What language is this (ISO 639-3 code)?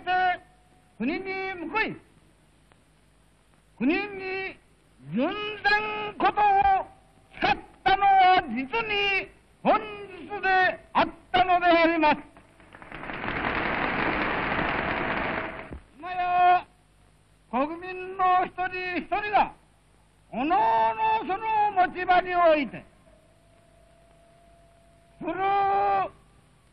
jpn